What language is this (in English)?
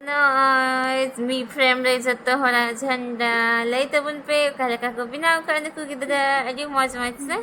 Santali